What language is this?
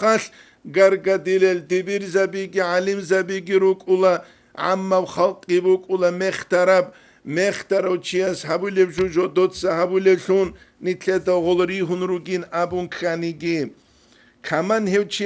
Avaric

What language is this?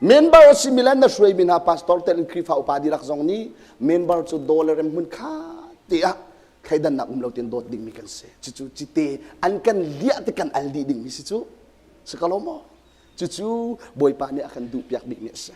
Hakha Chin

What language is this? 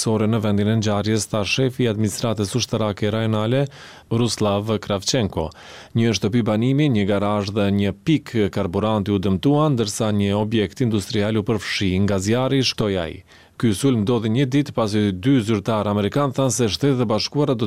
Albanian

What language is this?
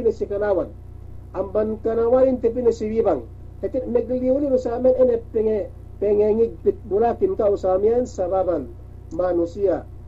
Yakan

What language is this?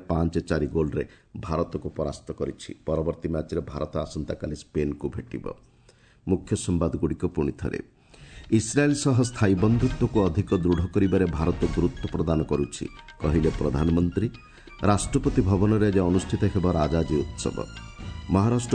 Odia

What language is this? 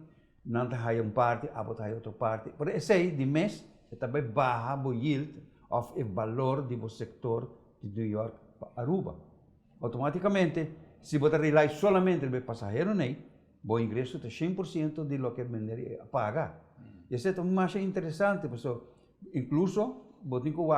Papiamento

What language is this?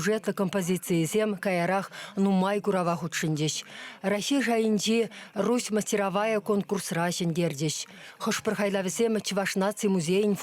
Chuvash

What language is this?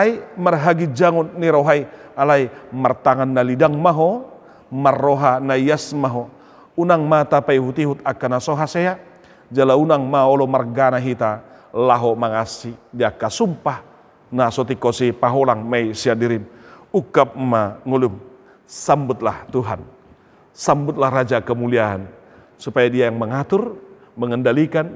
Batak Toba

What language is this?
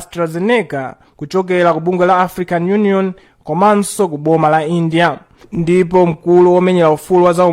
Nyanja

